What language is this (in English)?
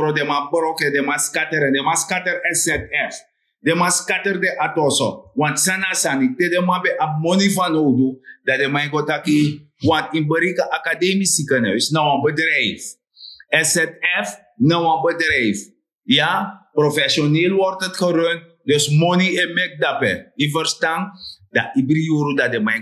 Sranan Tongo